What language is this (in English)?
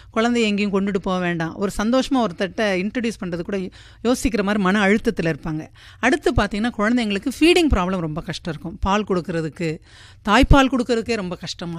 Tamil